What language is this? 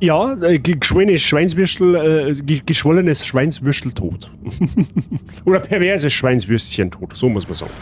Bavarian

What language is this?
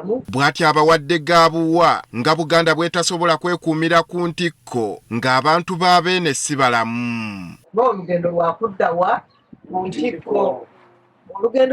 Ganda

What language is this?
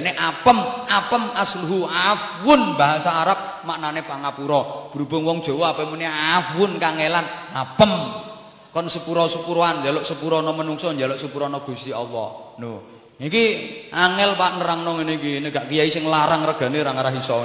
Javanese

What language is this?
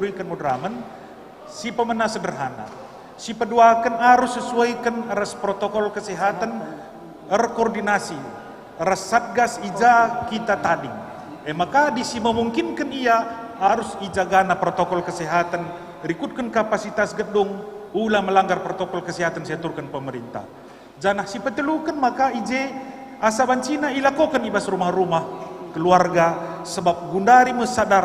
Batak Karo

